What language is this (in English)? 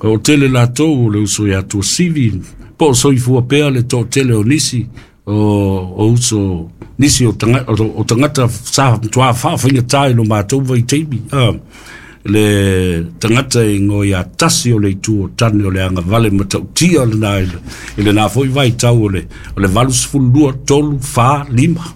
Samoan